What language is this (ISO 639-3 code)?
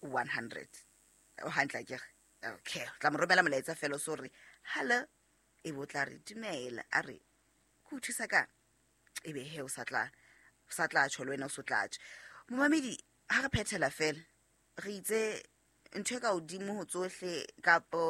sot